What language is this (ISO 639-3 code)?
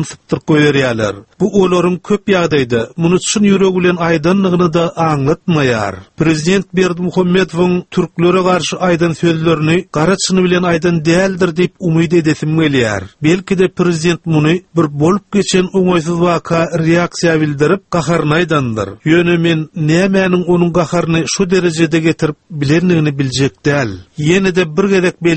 tuk